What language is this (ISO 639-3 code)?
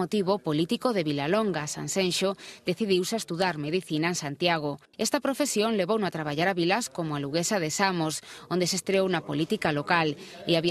glg